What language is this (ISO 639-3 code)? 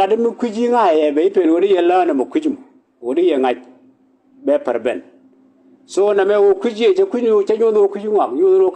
nus